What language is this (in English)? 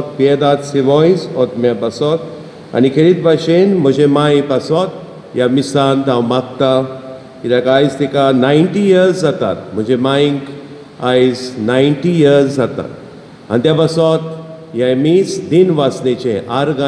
Konkani